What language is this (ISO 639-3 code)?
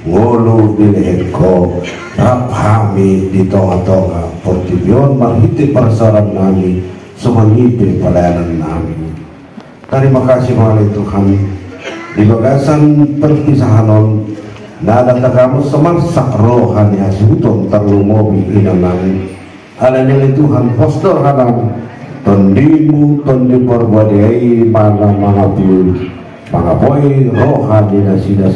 akb